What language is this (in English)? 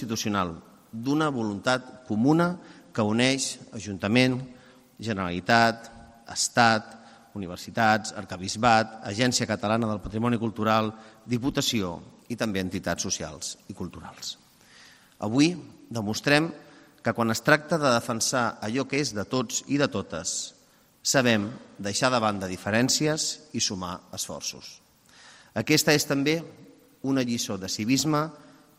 Catalan